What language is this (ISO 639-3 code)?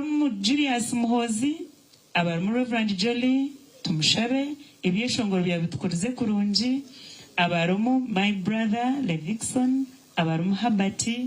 nyn